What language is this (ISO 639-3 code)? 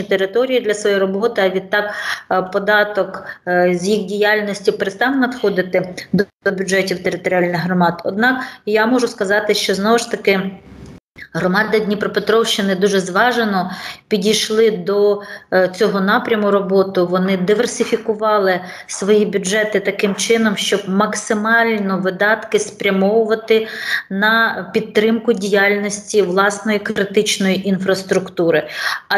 ukr